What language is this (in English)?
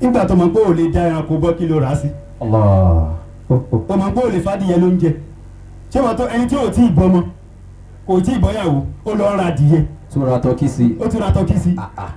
Yoruba